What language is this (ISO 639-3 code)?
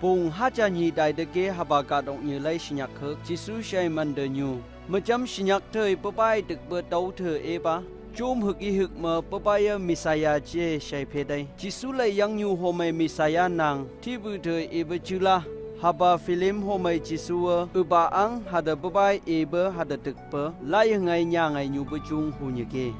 nph